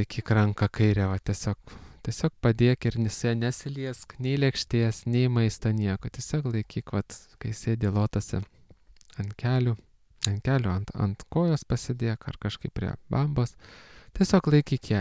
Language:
Lithuanian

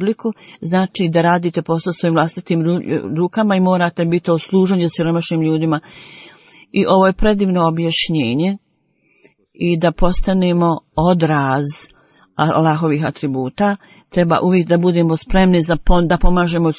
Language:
Bosnian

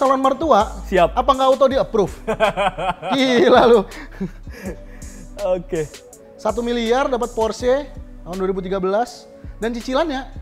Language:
Indonesian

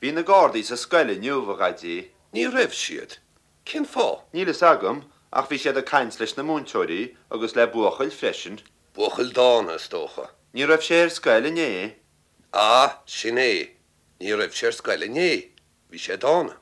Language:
Irish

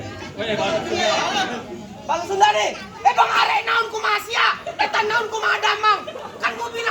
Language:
Betawi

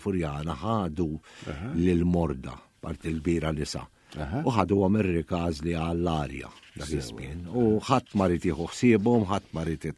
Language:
Maltese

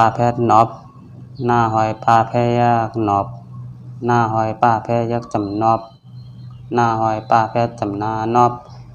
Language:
Shan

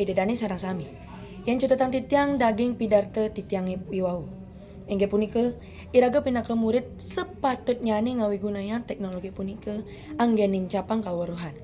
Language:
Balinese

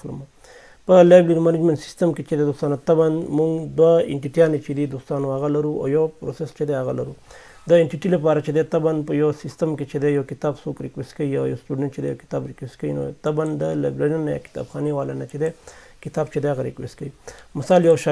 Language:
Pashto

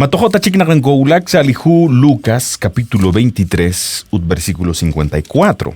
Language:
Kekchí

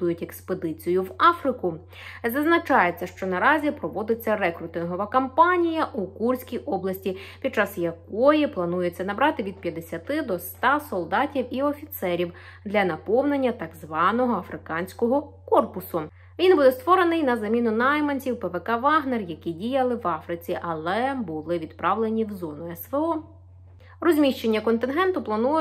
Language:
Ukrainian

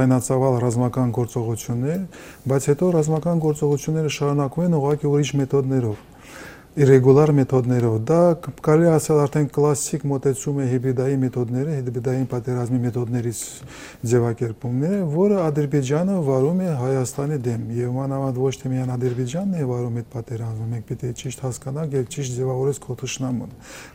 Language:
Armenian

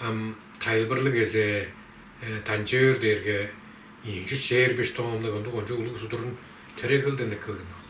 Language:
Tuvinian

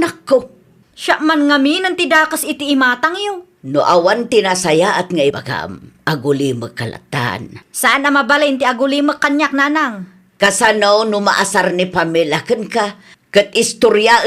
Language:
Iloko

